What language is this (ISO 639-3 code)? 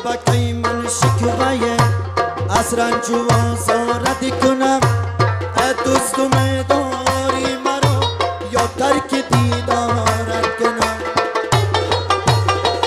fas